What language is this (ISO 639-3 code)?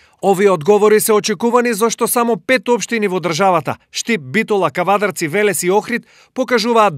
mkd